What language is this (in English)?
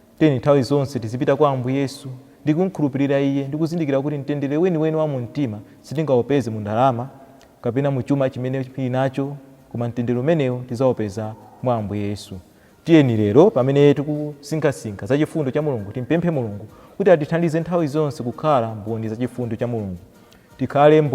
Nyanja